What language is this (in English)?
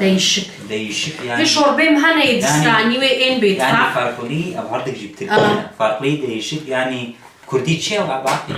Kurdish